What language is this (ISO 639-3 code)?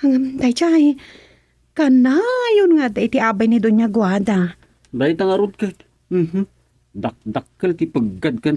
ilo